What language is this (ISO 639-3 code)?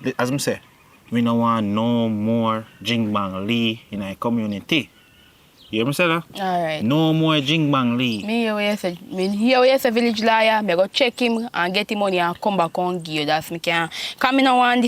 jam